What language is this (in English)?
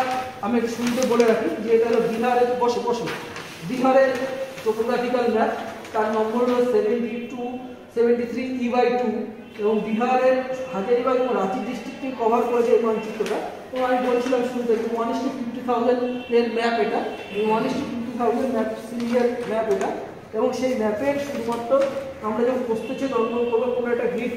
Bangla